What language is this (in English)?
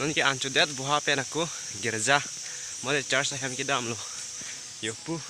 Karbi